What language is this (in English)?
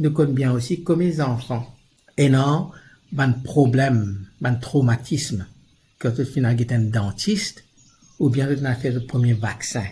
Morisyen